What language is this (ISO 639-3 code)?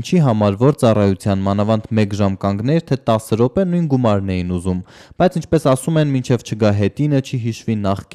hye